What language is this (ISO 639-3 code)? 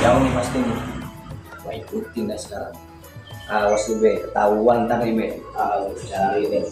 bew